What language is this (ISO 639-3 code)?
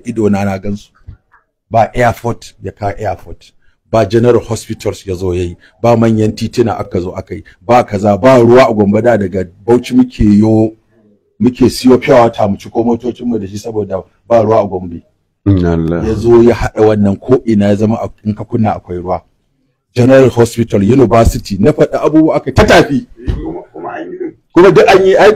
hau